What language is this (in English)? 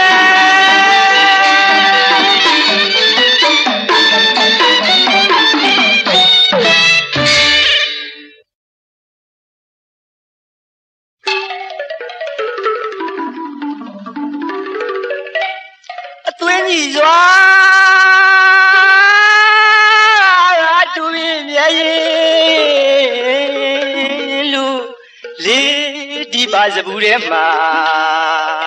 Burmese